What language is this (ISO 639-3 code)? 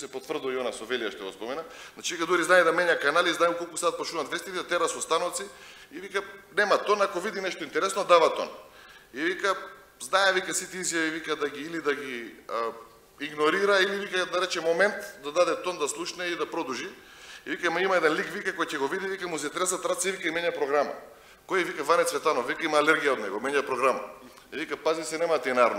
mkd